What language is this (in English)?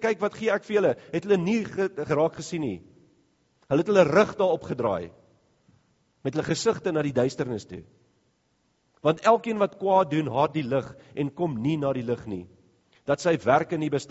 Afrikaans